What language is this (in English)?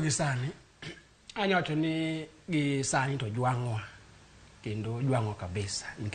Luo (Kenya and Tanzania)